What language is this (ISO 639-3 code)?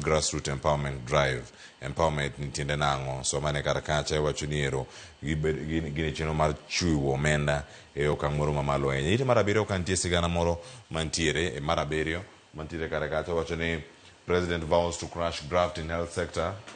luo